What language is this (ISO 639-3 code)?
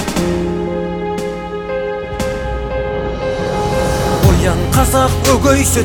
kaz